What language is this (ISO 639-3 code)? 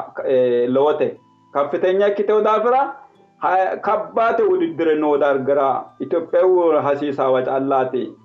sid